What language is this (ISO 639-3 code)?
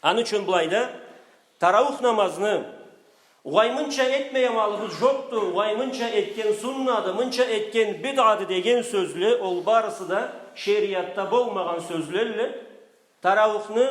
krc